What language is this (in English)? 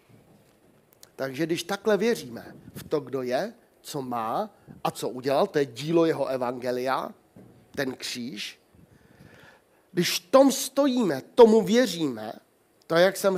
Czech